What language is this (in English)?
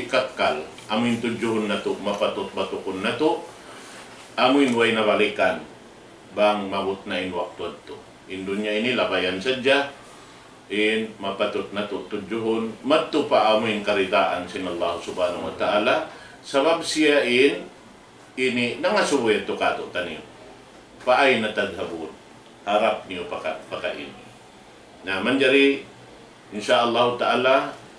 Tausug